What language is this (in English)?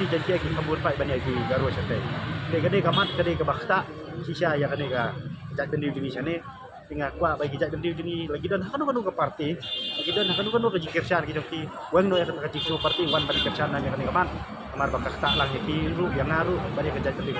Khasi